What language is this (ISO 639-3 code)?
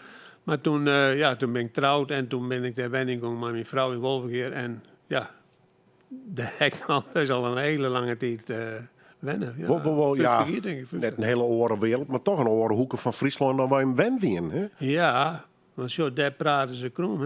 fry